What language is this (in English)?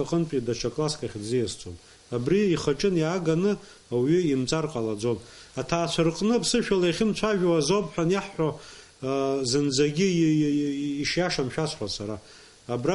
Abkhazian